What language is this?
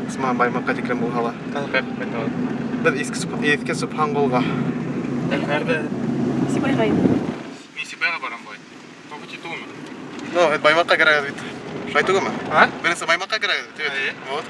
Bashkir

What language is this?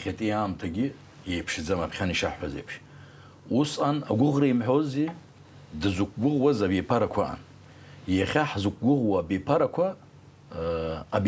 Abkhazian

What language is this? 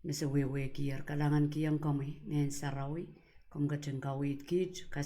Pohnpeian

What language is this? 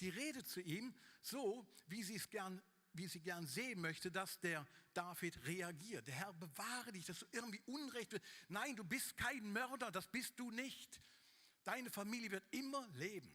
Swiss German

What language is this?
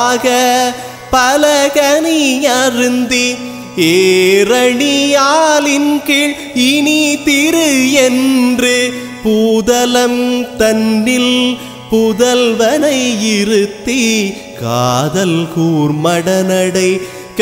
Tamil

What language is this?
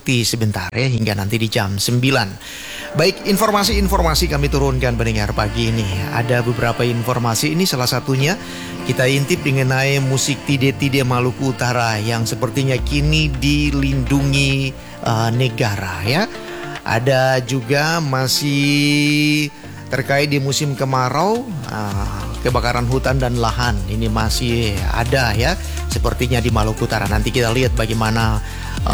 Indonesian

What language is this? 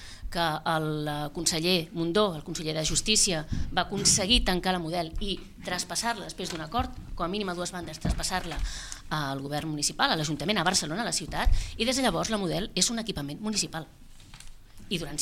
Catalan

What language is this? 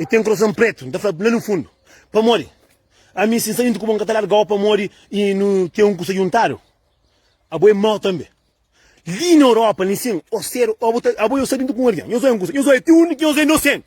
Kabuverdianu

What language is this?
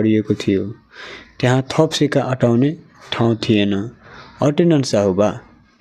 Nepali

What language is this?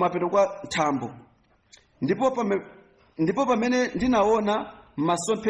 Nyanja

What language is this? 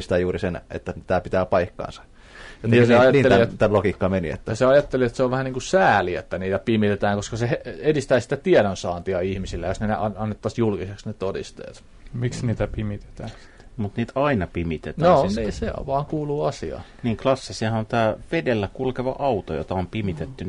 Finnish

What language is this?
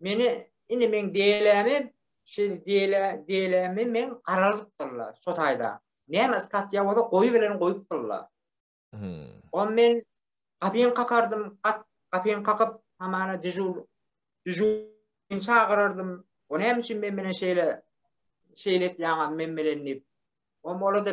Turkmen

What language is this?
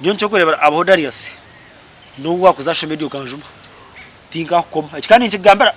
Nyankole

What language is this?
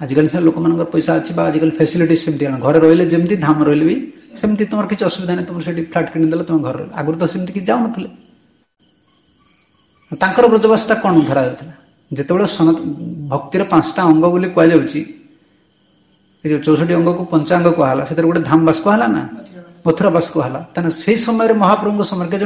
Odia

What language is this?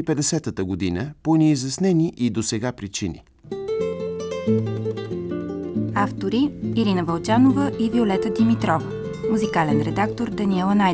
Bulgarian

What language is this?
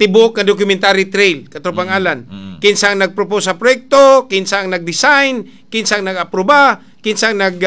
Cebuano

